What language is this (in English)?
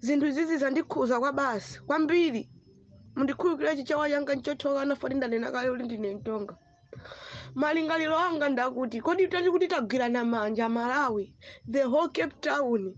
Nyanja